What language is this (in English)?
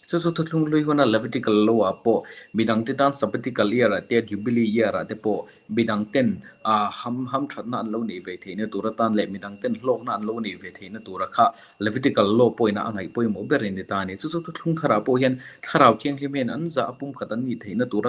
Mizo